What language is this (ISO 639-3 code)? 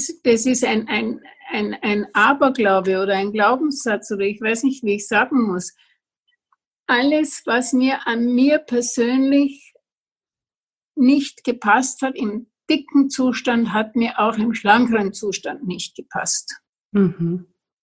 deu